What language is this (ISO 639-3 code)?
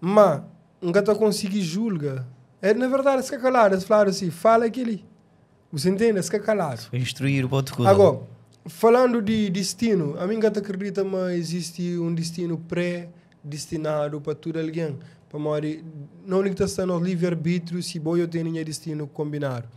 kea